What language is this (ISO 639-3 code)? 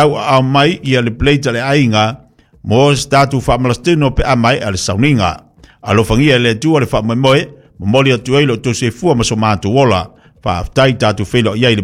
smo